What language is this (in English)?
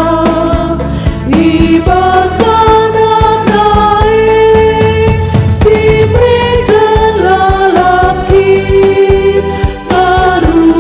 Batak Karo